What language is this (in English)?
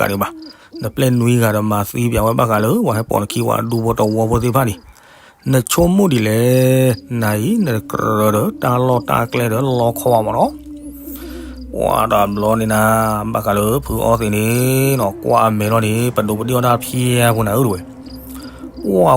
S'gaw Karen